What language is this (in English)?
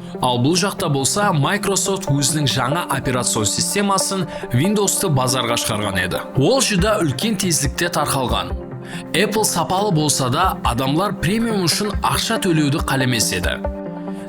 Kara-Kalpak